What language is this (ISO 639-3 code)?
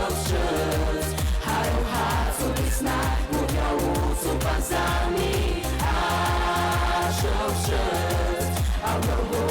abk